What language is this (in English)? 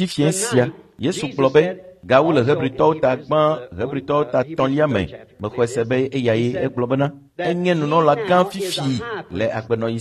Ewe